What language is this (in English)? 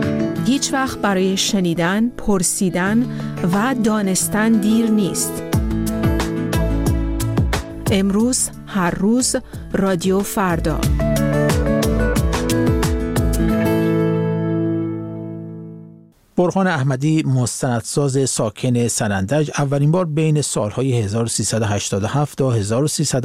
Persian